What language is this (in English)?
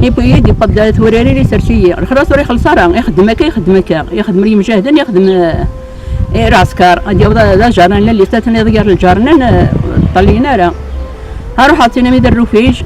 Kabyle